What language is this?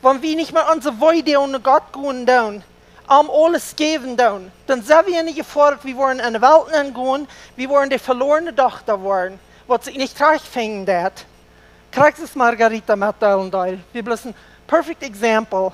Plautdietsch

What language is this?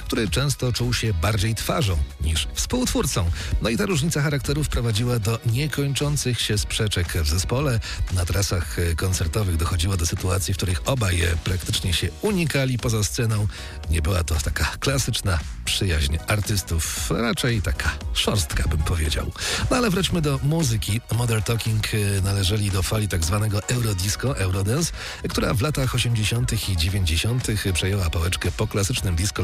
Polish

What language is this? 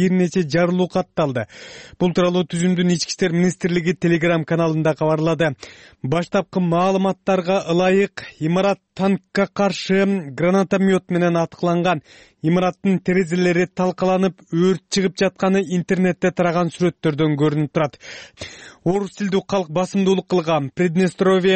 Kyrgyz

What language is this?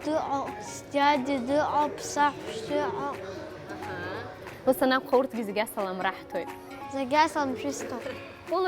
Abkhazian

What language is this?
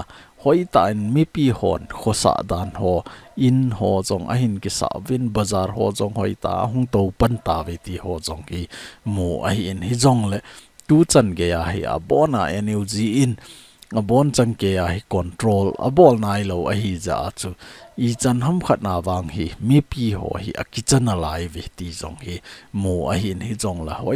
Thado Chin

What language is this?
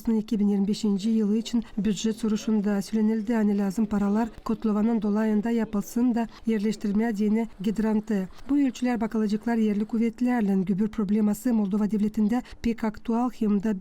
Gagauz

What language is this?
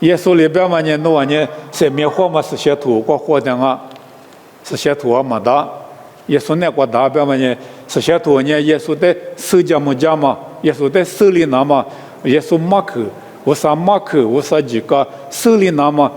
Lisu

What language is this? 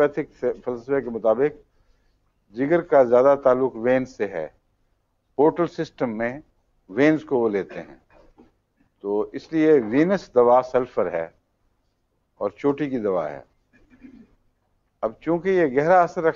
Urdu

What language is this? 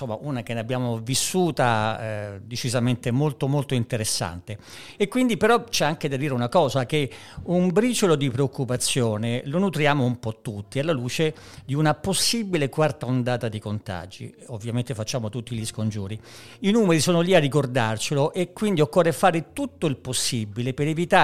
Italian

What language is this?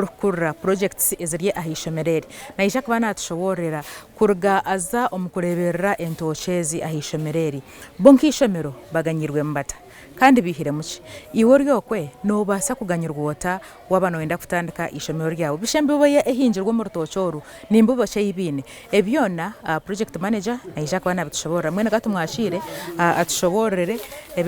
Nyankole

